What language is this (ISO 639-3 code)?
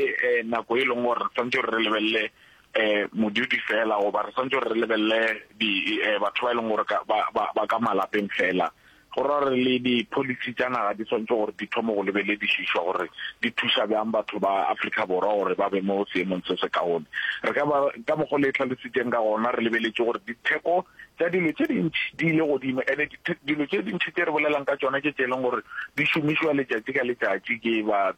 nso